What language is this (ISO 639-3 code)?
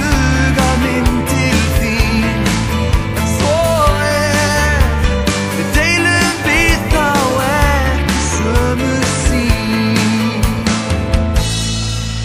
isl